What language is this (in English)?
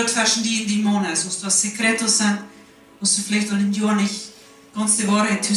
Plautdietsch